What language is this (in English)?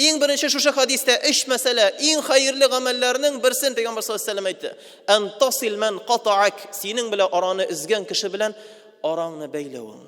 Tatar